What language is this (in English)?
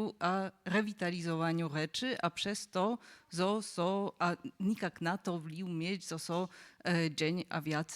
Upper Sorbian